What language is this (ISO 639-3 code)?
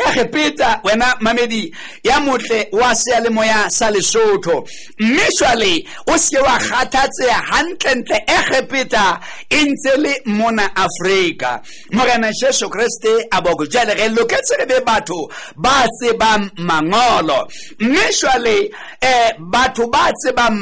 sot